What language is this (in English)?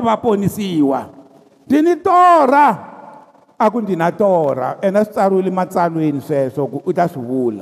Tsonga